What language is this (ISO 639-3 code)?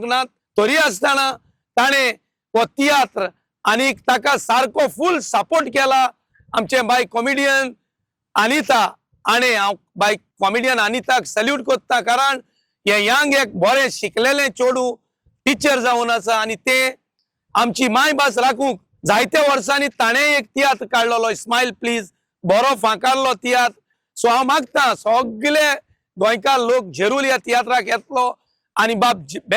kok